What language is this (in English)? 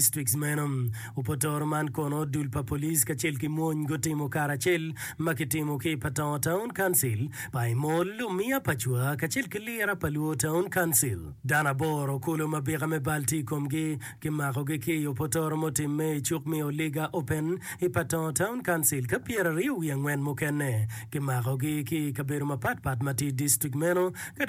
Acoli